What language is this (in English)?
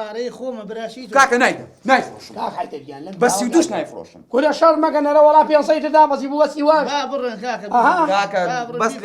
Central Kurdish